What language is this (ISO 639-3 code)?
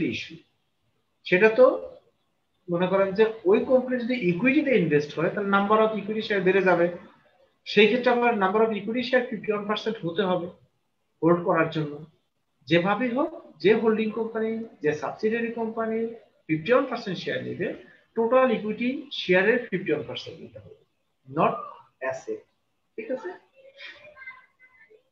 ben